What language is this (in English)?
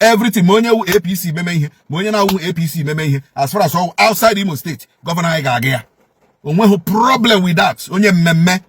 Igbo